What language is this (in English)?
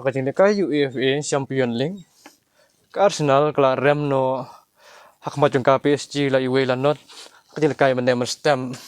Khasi